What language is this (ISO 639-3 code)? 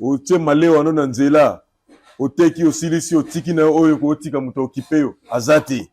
lin